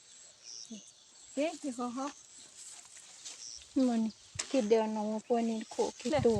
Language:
S'gaw Karen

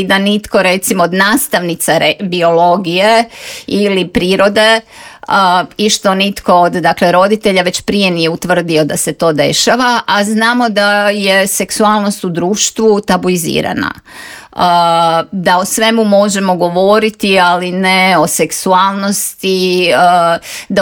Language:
Croatian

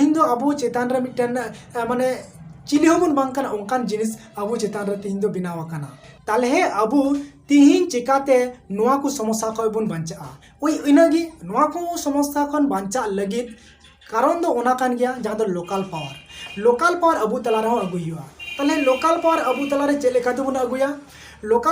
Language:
Santali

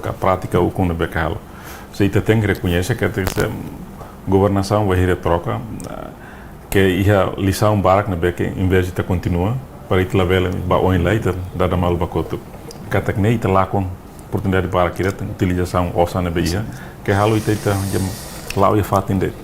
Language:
Tetum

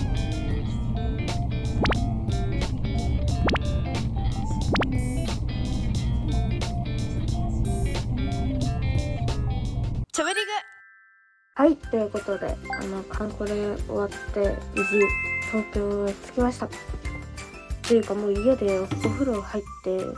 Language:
Japanese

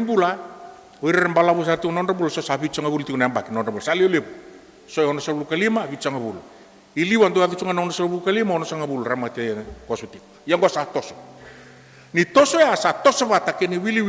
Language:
Fijian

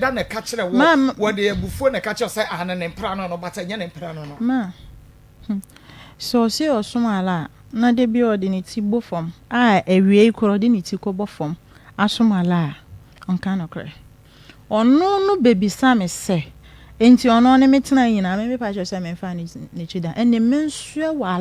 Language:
Akan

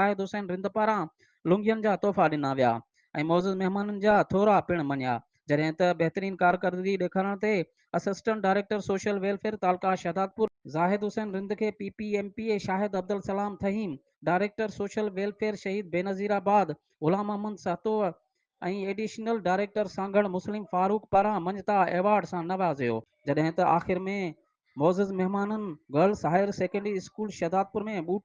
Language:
Sindhi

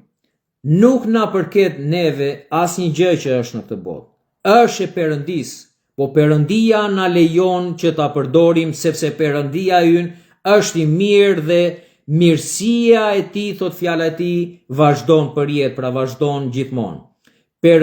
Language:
Albanian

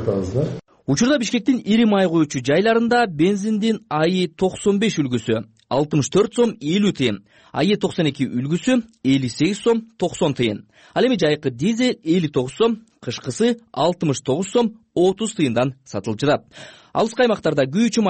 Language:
Kyrgyz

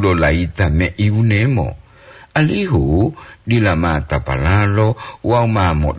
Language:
Gorontalo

